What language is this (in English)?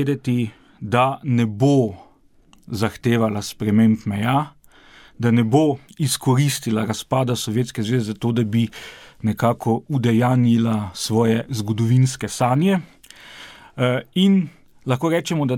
Slovenian